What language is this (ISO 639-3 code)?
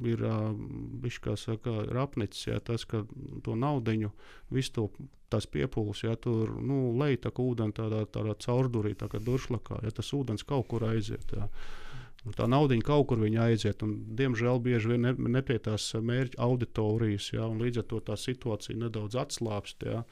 lav